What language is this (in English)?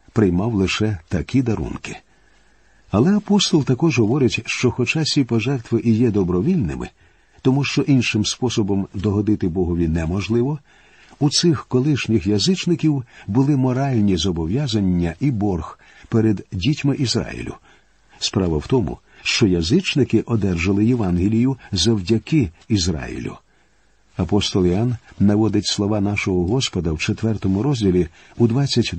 Ukrainian